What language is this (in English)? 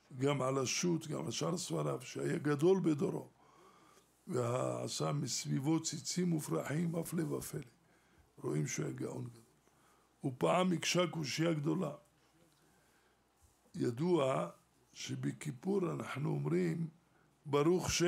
Hebrew